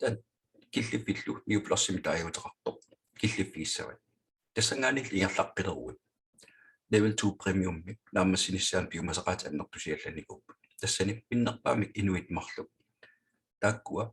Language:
Kalaallisut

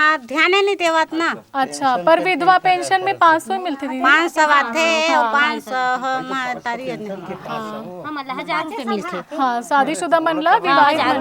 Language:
Chhattisgarhi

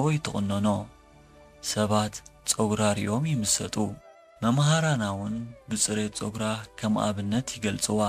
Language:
Tigrinya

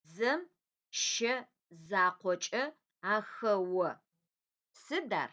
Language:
Adyghe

